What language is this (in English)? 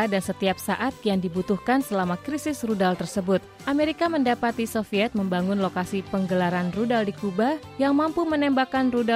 Indonesian